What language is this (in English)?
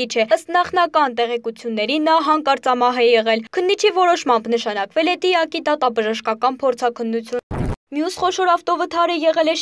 Armenian